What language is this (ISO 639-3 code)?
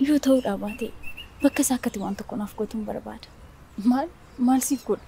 orm